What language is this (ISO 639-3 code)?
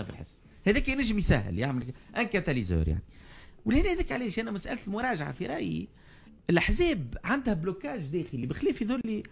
aeb